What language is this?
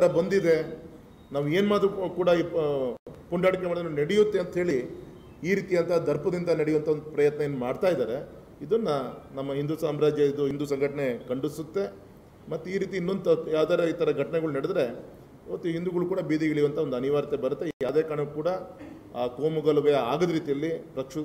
Kannada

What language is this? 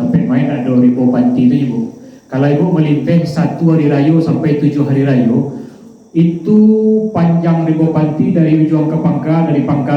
Minangkabau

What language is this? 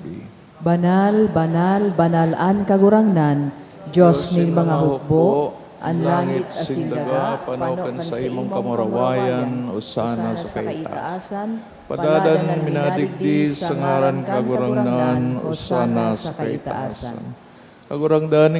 Bikol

